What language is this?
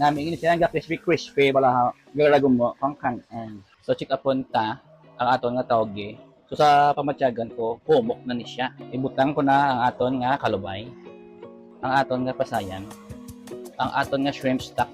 Hiligaynon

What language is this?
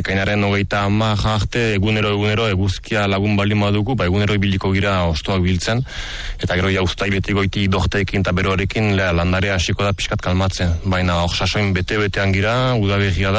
Basque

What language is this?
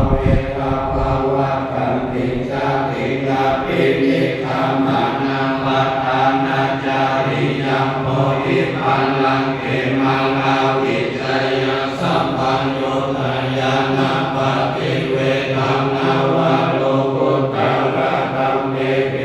Pali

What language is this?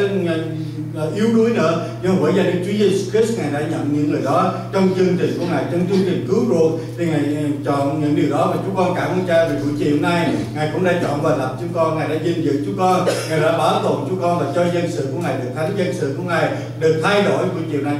Vietnamese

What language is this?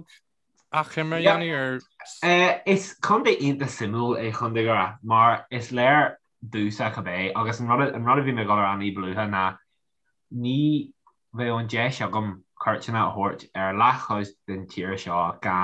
Irish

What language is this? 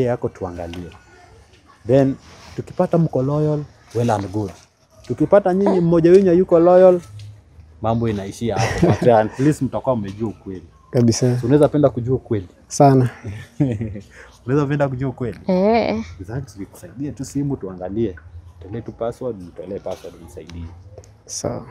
Swahili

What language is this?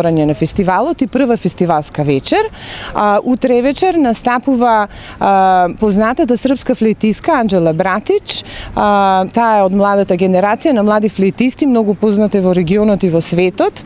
Macedonian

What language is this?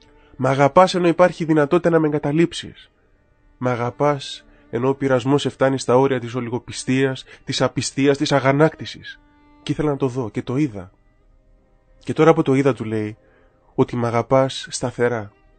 Greek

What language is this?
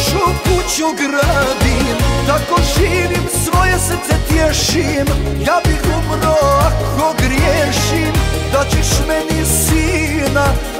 Croatian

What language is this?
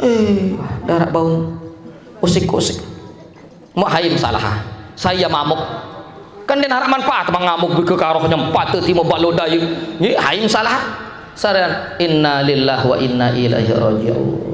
Sasak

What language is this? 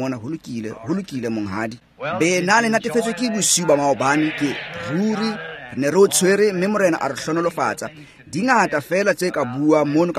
Tswana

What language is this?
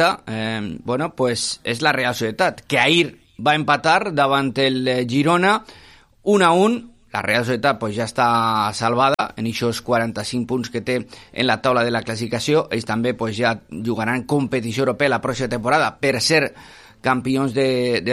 Catalan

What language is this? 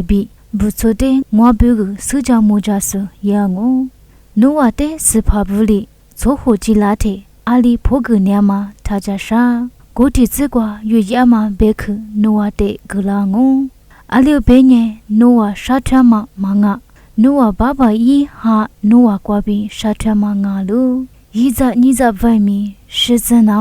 Lisu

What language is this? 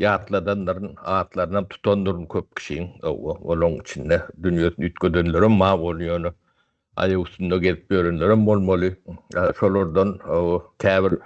Turkmen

